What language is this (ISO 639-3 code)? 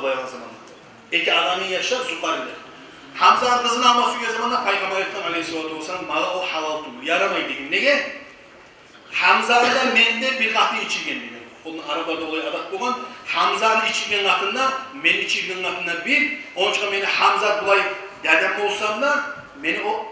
kum